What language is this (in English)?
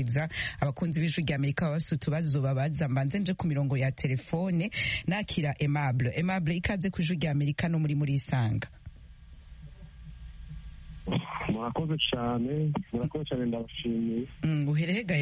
Kinyarwanda